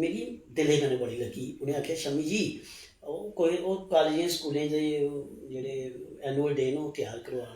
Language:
Dogri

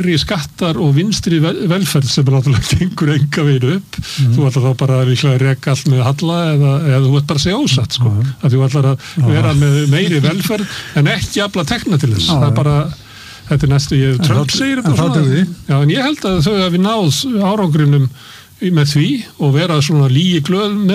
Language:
Icelandic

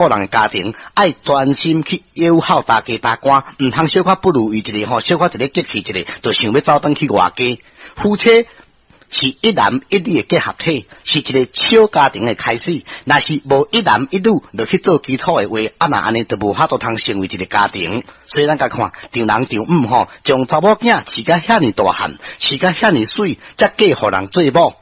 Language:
Min Nan Chinese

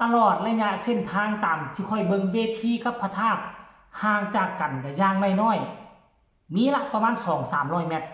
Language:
Northeastern Thai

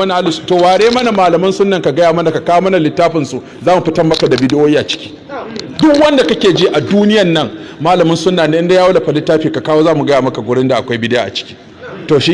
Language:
Hausa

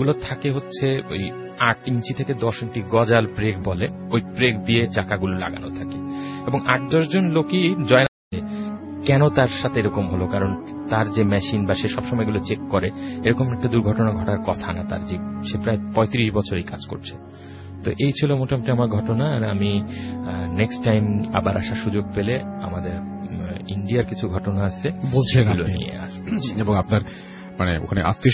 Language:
Bangla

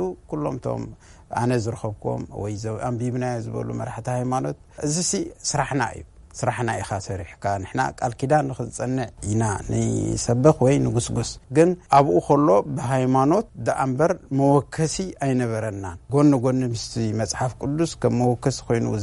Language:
Tigrinya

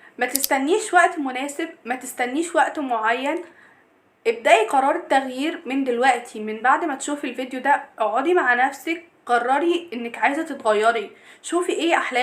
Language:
Egyptian Arabic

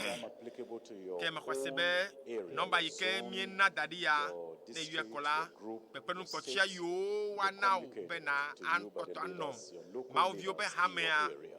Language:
Ewe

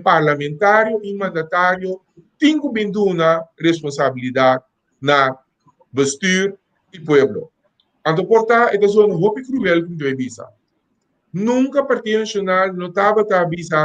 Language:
Papiamento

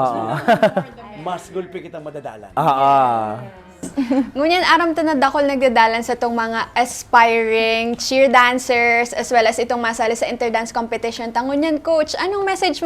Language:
Bikol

